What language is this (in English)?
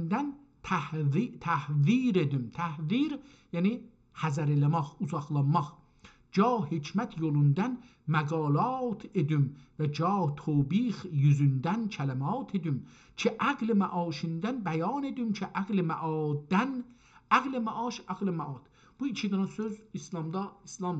South Azerbaijani